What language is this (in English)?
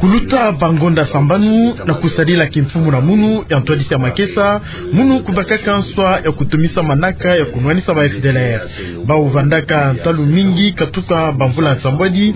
Kituba (Democratic Republic of Congo)